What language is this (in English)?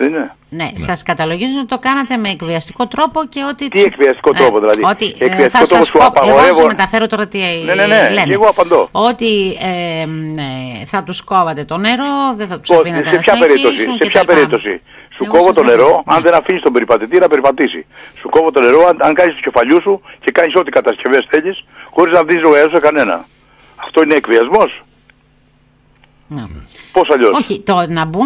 Greek